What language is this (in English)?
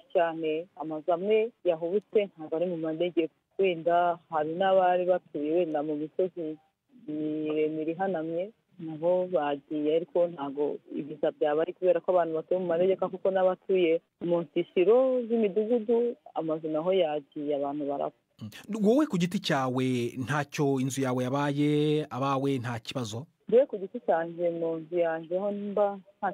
Kinyarwanda